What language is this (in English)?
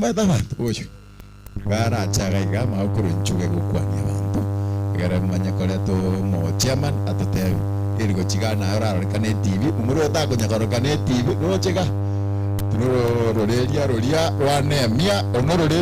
Gusii